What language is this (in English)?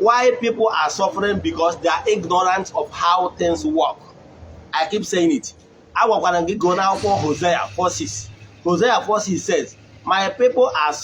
Igbo